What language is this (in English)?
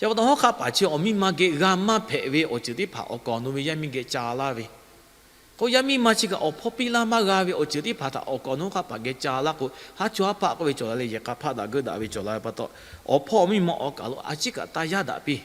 Lahu